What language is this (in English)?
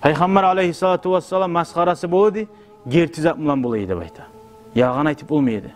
Kumyk